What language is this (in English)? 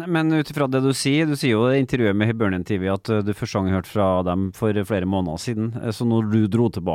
Norwegian